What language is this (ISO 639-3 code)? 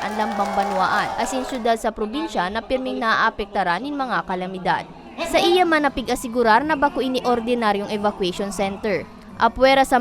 bik